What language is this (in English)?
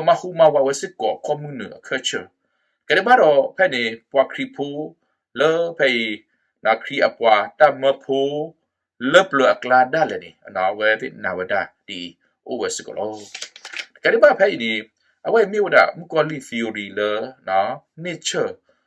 S'gaw Karen